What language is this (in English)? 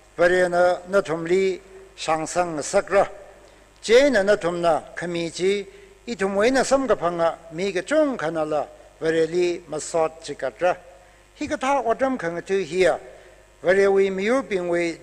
Tangkhul Naga (India)